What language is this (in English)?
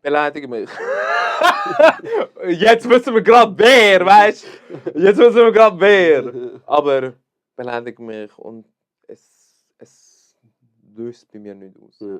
Swiss German